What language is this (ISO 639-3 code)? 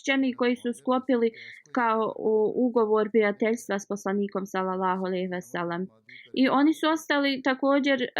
bos